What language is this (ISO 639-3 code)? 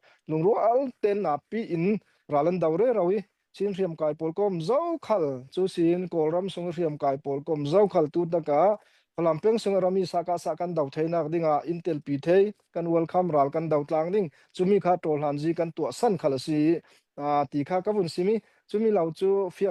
cfm